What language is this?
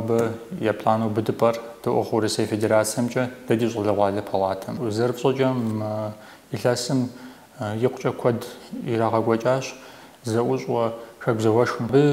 Kabardian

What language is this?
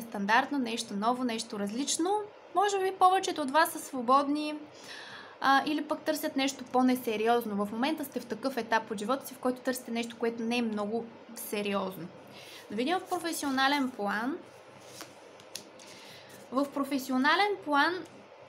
Bulgarian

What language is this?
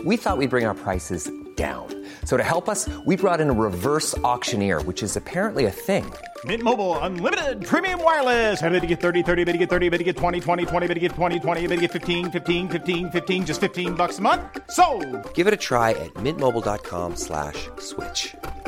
English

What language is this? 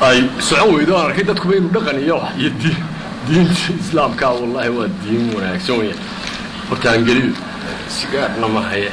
Somali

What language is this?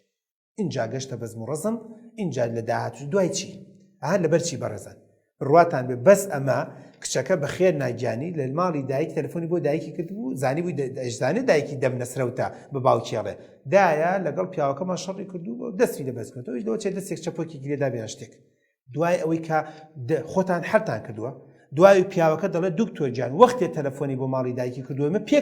Central Kurdish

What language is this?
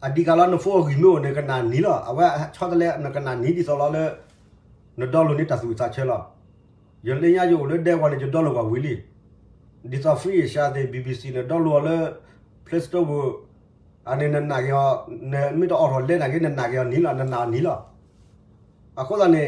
S'gaw Karen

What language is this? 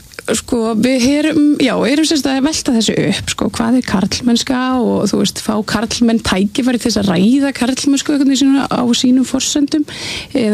Icelandic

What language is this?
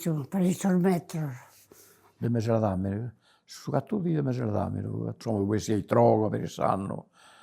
Sardinian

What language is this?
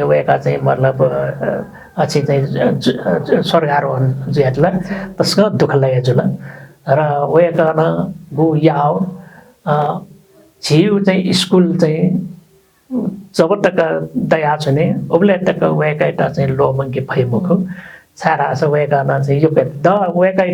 Newari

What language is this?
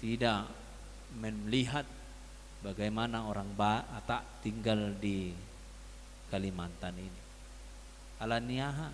Batak Toba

